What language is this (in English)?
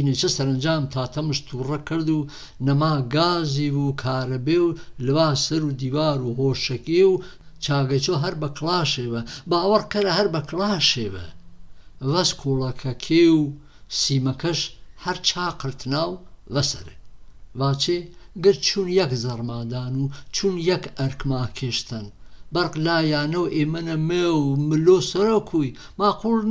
Gurani